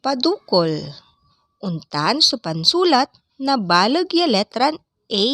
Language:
Pangasinan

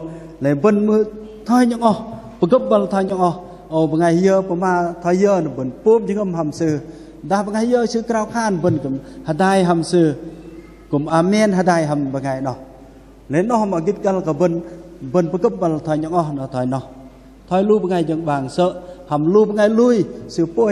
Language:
Bahnar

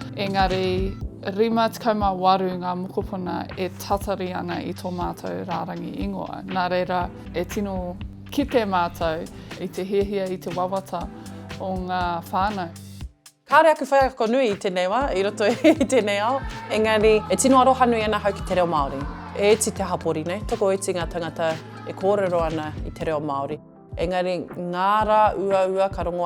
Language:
Māori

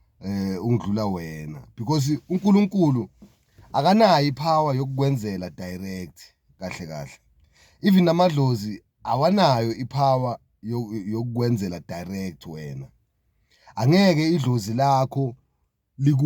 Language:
Zulu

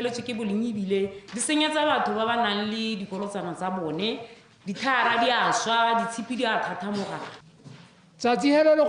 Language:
Tswana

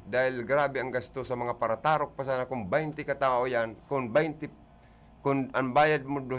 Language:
Bikol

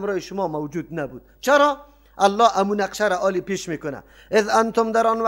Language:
Persian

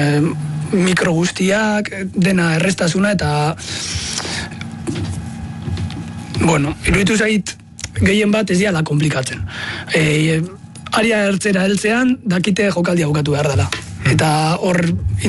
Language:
Basque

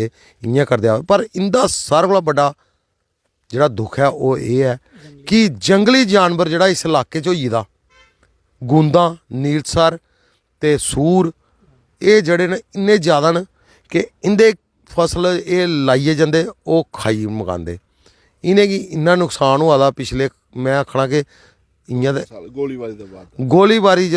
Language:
Dogri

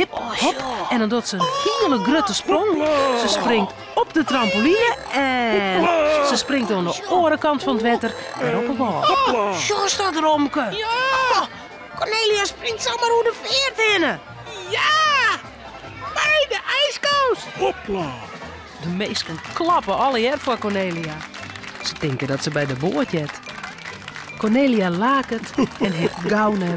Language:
Western Frisian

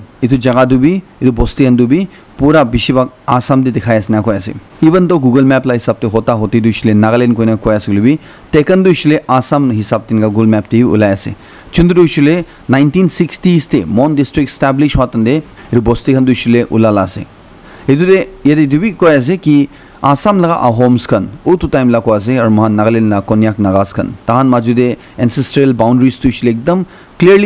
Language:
Naga Pidgin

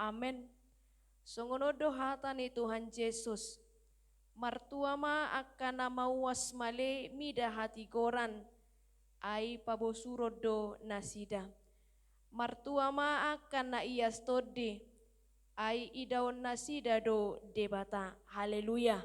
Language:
Batak Toba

